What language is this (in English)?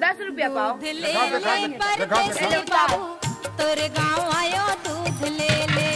Chhattisgarhi